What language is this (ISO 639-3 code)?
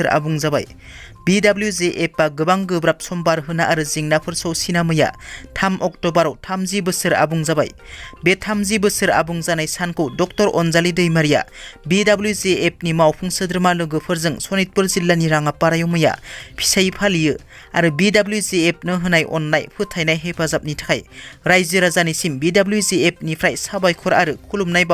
brx